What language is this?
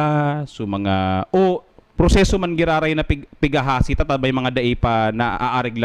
Bikol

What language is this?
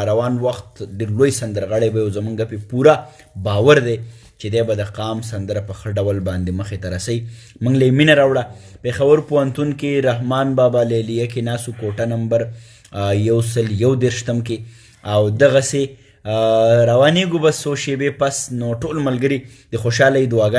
Pashto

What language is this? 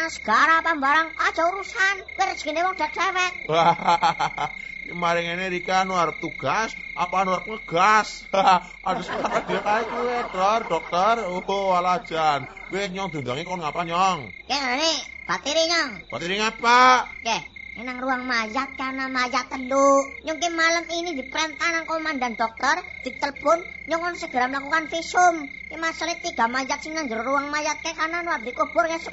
Javanese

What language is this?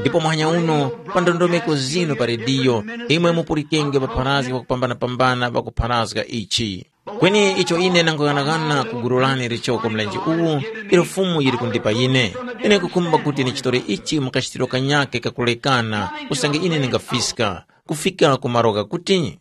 Tumbuka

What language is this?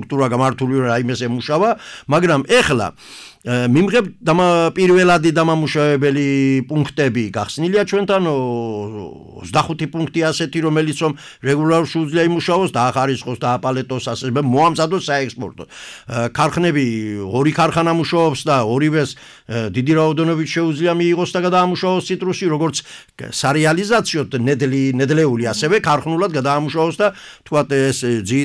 Georgian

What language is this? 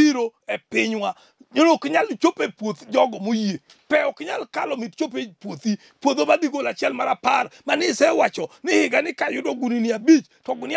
Luo (Kenya and Tanzania)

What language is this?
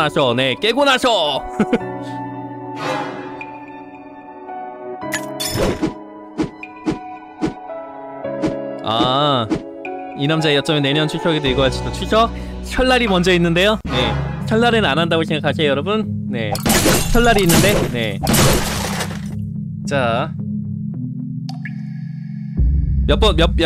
Korean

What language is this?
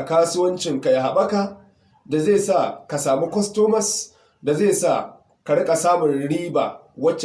Hausa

